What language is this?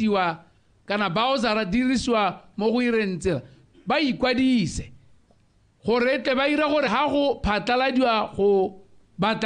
Tswana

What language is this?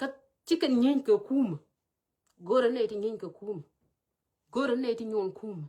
Nuer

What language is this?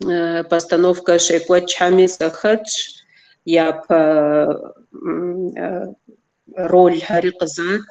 Kabardian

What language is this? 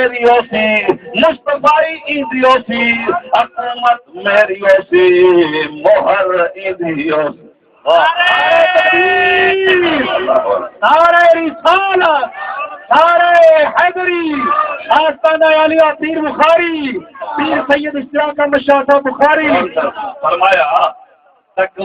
Saraiki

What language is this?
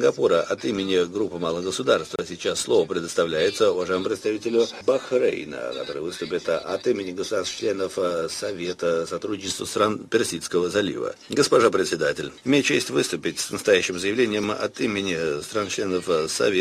Russian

